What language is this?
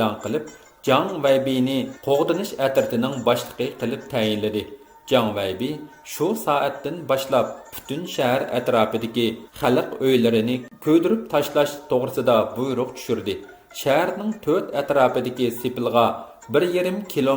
Uyghur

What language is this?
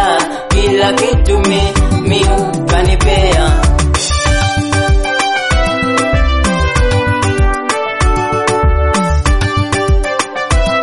Swahili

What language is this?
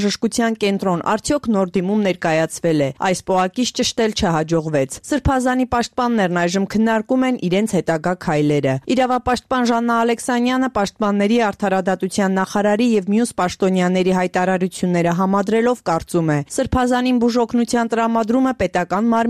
Armenian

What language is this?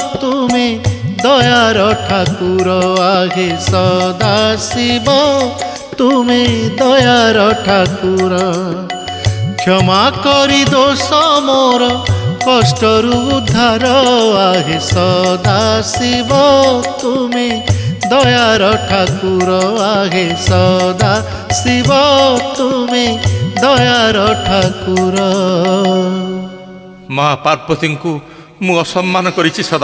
Odia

